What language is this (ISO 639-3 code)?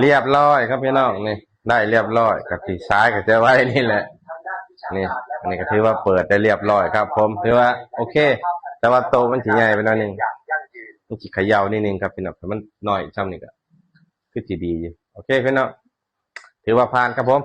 tts